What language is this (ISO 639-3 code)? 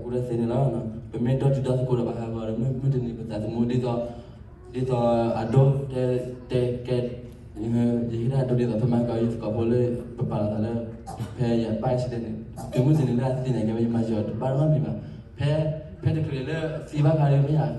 ksw